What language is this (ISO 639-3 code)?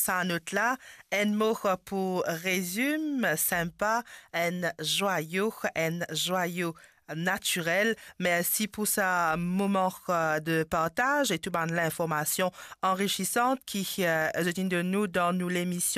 mfe